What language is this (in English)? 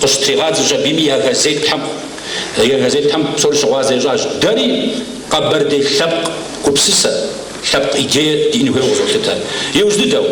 Kabardian